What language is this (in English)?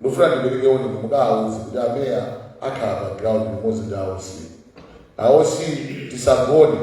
Nyanja